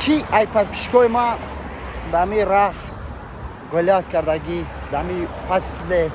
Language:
Tajik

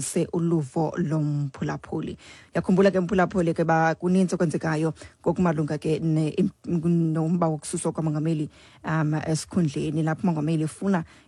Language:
Xhosa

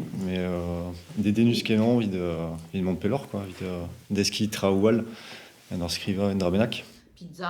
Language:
Breton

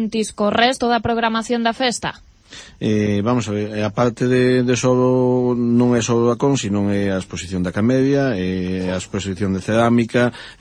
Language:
Galician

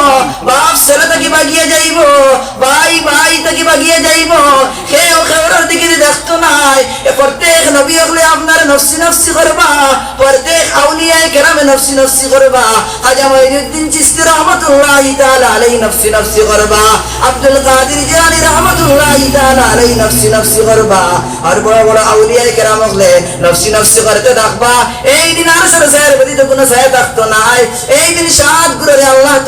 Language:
Sylheti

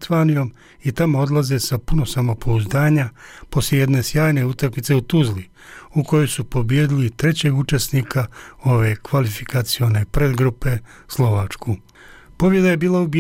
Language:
Bosnian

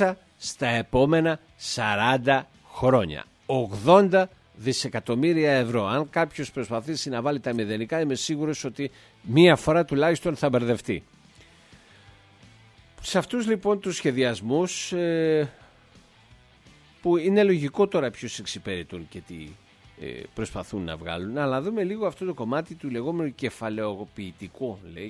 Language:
Greek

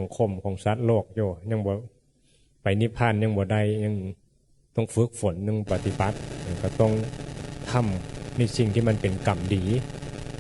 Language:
Northeastern Thai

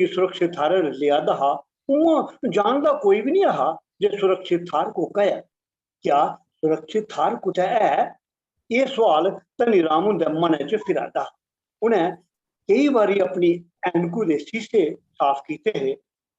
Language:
Dogri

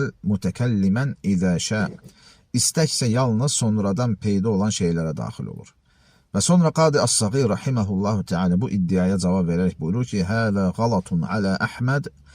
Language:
Azerbaijani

